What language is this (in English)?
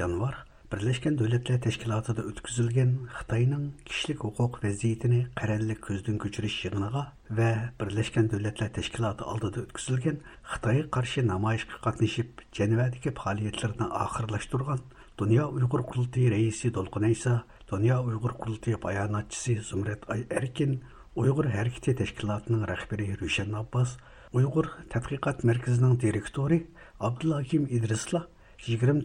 Uyghur